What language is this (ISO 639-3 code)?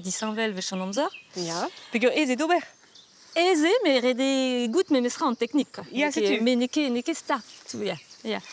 bre